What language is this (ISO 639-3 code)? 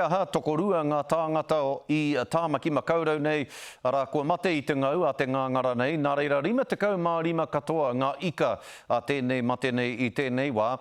mri